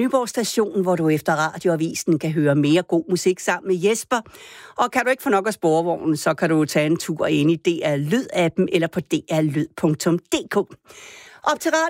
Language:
Danish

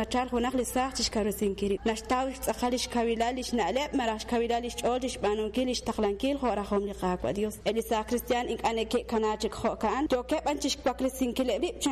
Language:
Kekchí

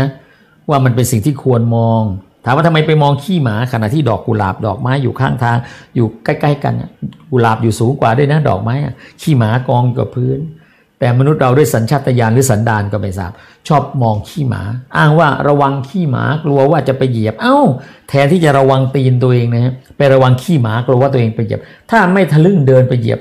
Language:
Thai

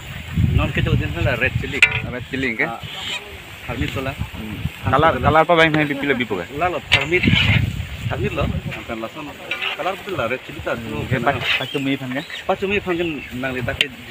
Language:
Karbi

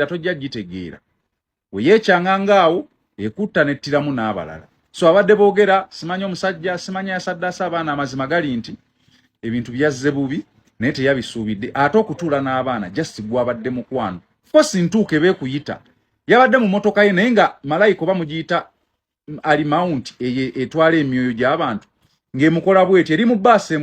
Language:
Ganda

